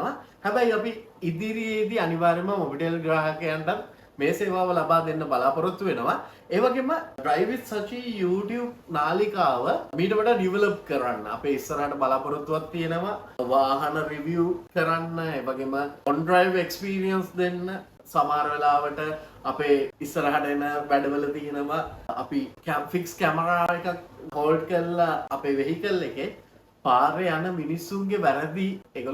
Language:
Sinhala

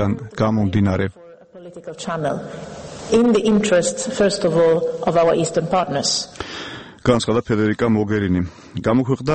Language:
Georgian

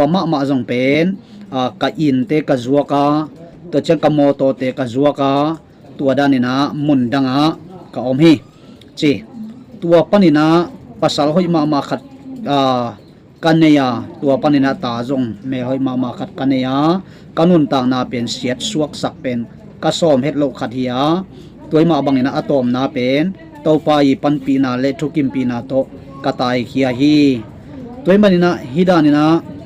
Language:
Tedim Chin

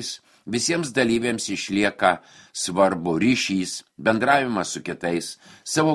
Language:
Lithuanian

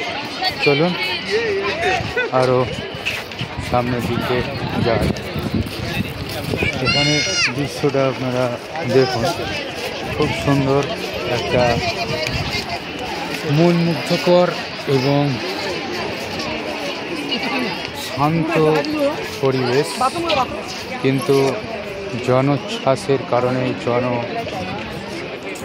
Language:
Bangla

